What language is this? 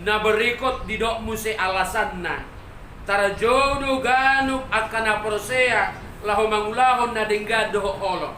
Batak Toba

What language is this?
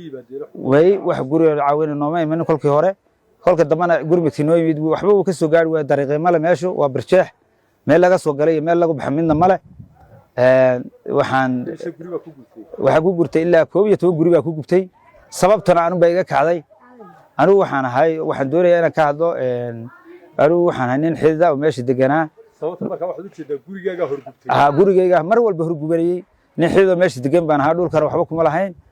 Somali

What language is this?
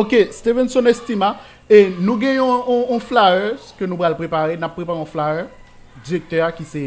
Haitian Creole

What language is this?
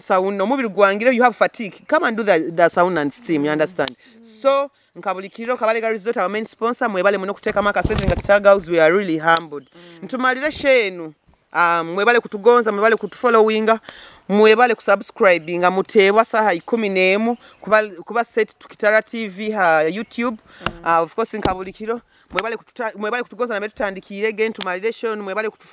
Nyoro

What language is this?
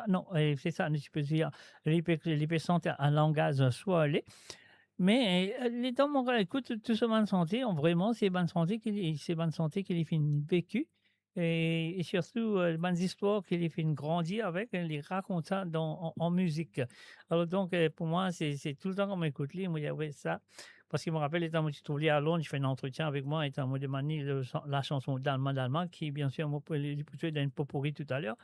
Morisyen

